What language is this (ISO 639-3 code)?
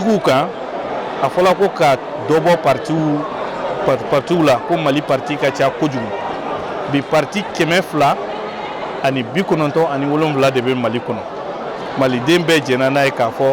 bam